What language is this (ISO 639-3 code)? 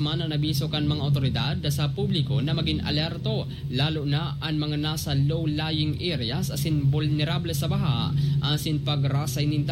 bik